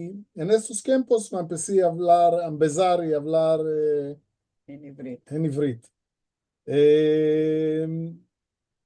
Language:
Ladino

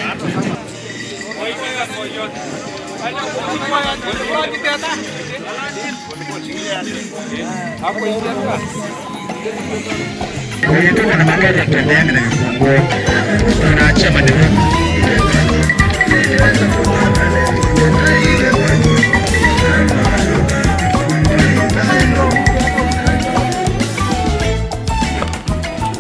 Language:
Swahili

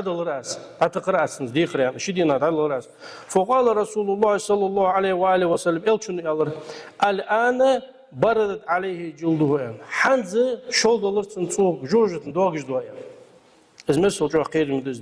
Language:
Ingush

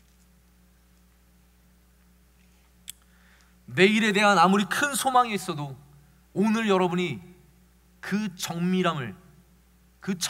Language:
Korean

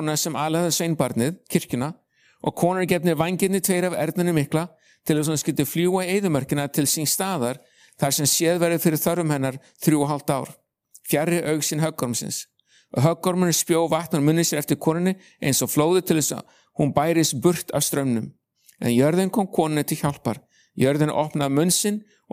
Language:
Icelandic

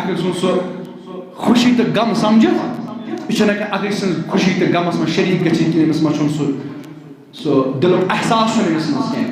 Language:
Kashmiri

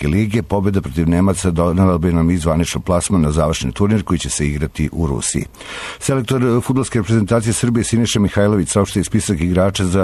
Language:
Serbian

